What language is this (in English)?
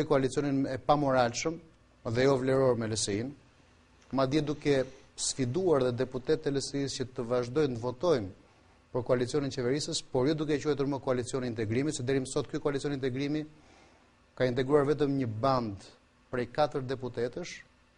Albanian